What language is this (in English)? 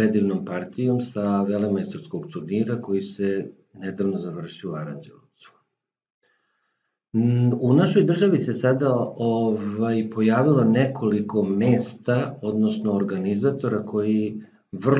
Serbian